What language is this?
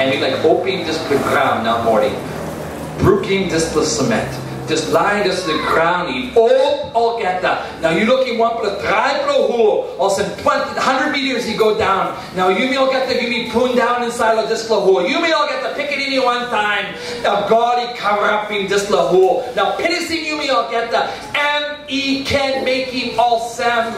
Tok Pisin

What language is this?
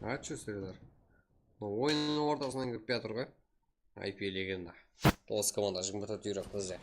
Kara-Kalpak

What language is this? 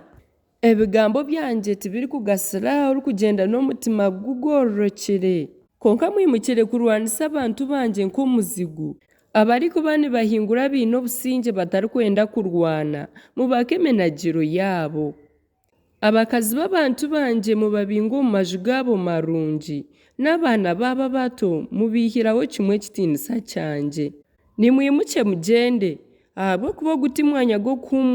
Nyankole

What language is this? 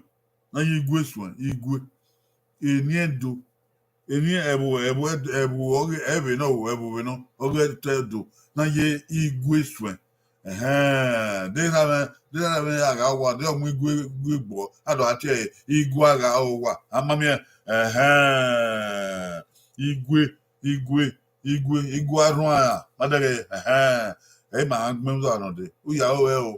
Bini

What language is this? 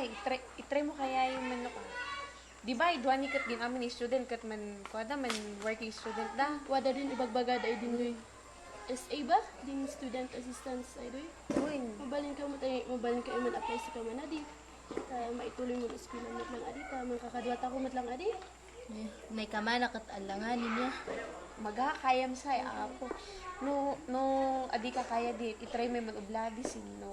Kankanaey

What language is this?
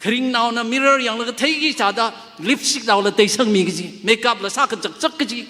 Tangkhul Naga (India)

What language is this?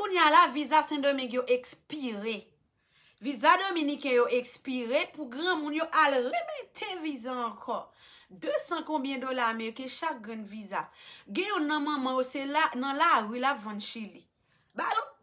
Haitian Creole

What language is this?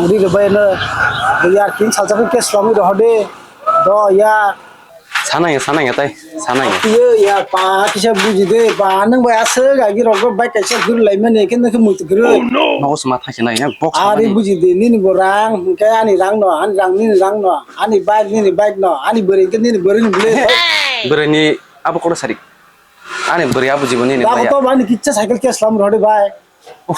Kok Borok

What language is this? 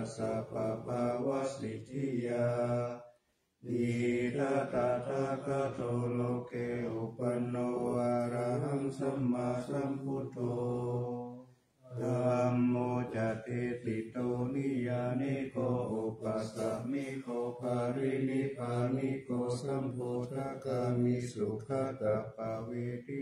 Pali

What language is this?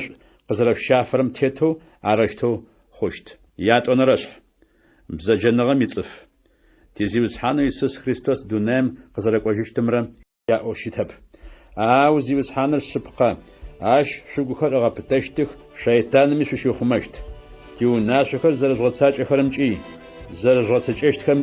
Adyghe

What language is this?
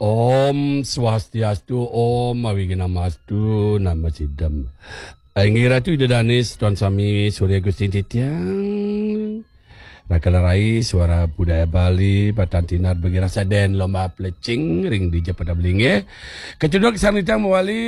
Balinese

